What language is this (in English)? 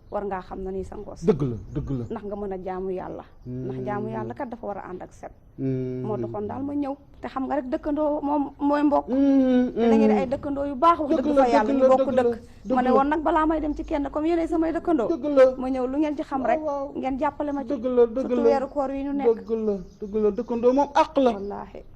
Wolof